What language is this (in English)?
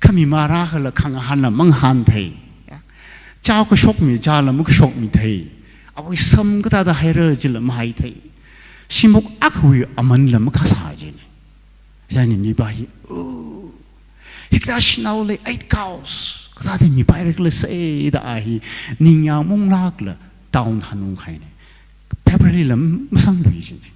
Tangkhul Naga (India)